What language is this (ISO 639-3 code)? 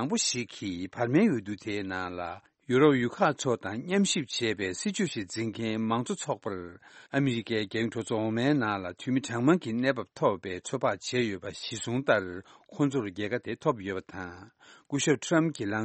bod